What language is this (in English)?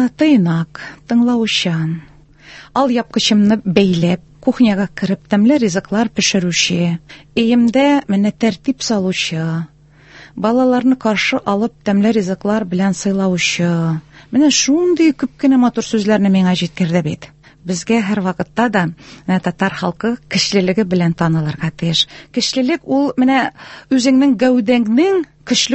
Tatar